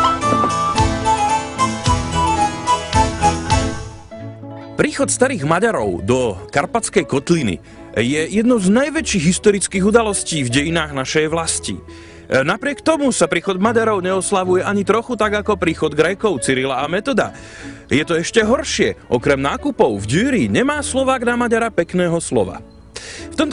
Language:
Slovak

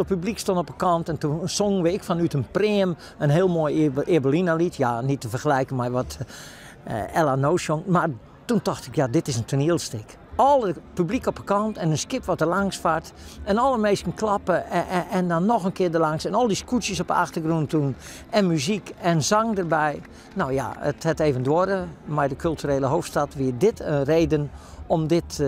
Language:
Western Frisian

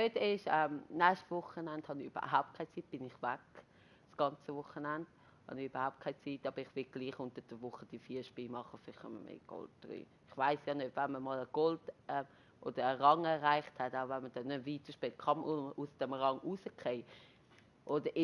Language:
Swiss German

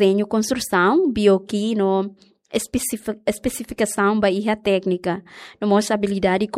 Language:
Tetum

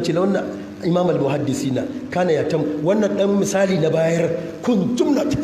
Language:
Hausa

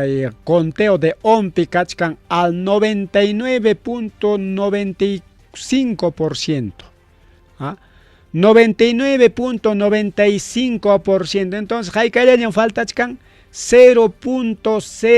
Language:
Ayacucho Quechua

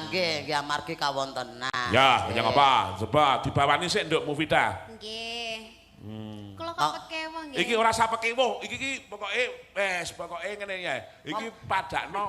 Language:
Javanese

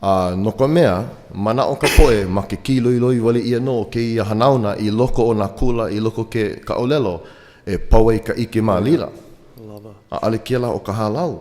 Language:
Hawaiian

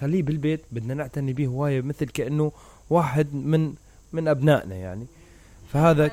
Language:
Mesopotamian Arabic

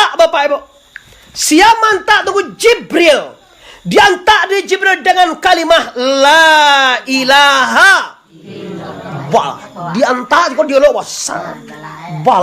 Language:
Minangkabau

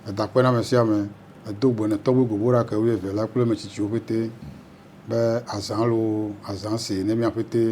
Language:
Ewe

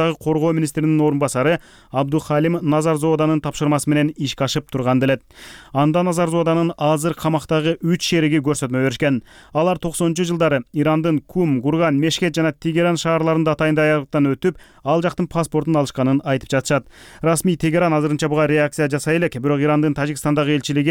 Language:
Kyrgyz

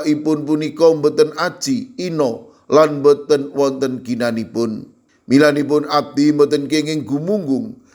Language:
Javanese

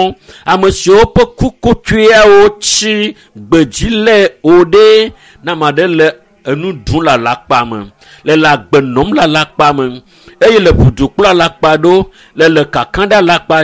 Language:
Ewe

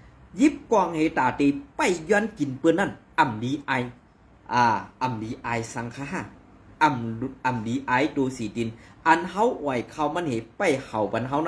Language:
Shan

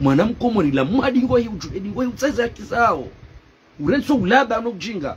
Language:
Ngazidja Comorian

